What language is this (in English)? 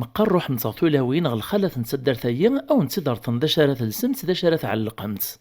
Kabyle